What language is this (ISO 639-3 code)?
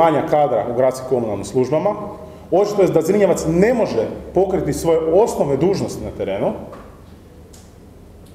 hrv